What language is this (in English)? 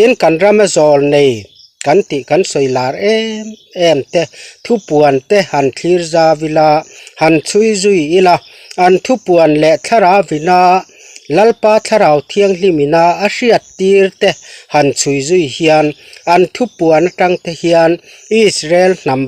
Mizo